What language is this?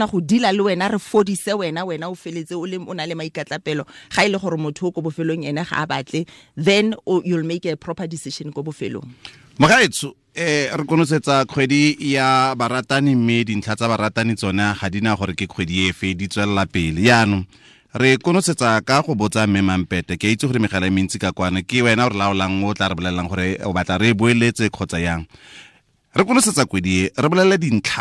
Tswana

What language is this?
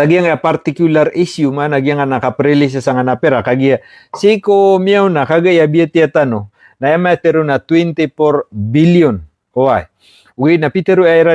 Maranao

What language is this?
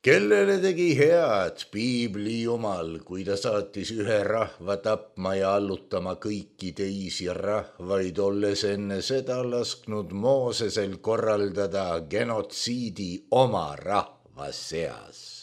Estonian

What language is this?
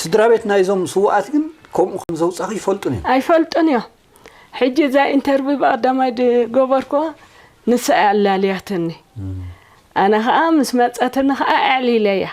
Tigrinya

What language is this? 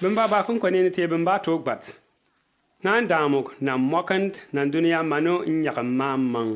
Bimoba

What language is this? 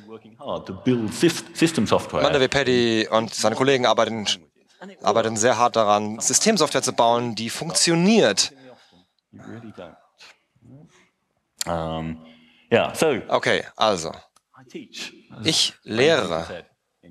German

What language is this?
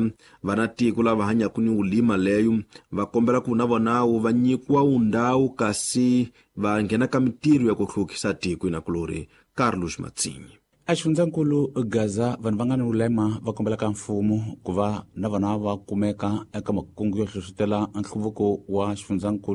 Tsonga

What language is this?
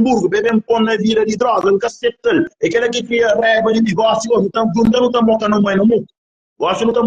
Kabuverdianu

